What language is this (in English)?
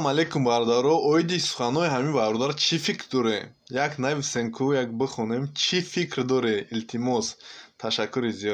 Tajik